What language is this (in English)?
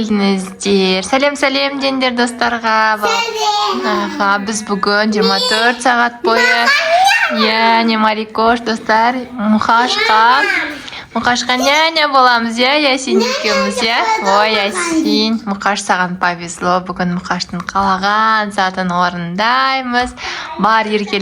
Kazakh